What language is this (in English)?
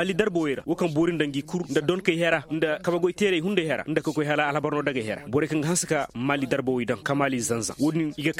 Koyraboro Senni